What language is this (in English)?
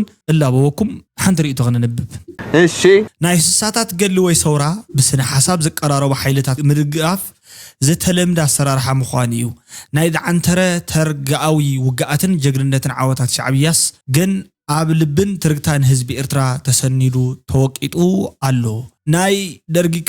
Tigrinya